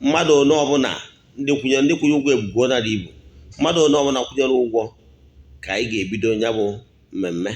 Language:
Igbo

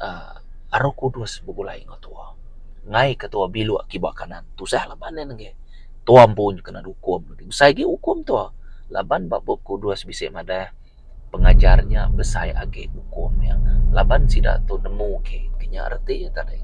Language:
Iban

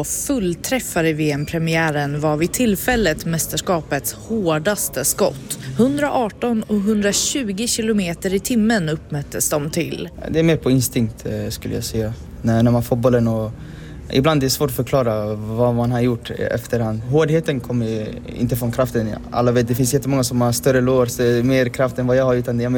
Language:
Swedish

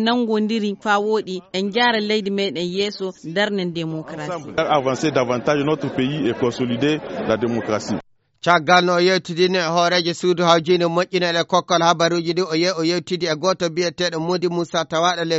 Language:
Fula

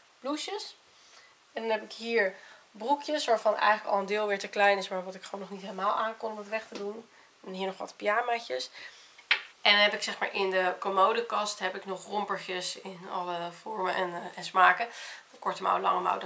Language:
Dutch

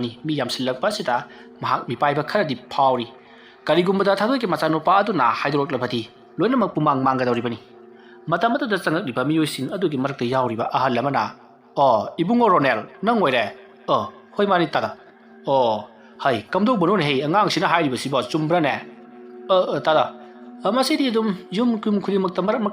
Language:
Manipuri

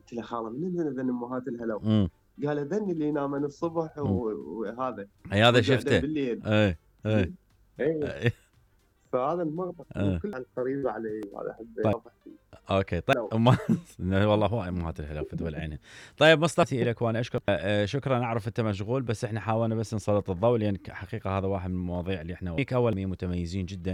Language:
Mesopotamian Arabic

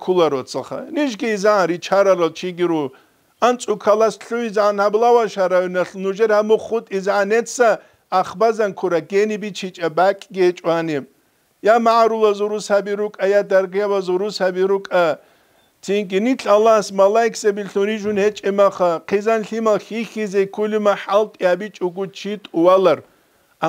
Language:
Avaric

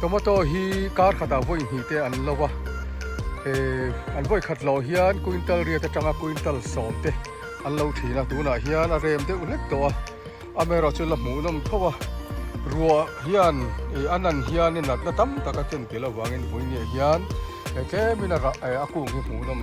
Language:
Mizo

